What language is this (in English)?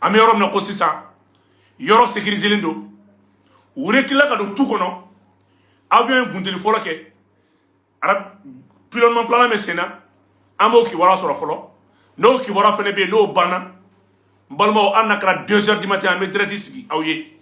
Bambara